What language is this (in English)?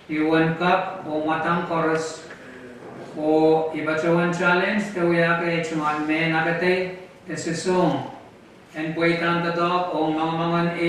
Pohnpeian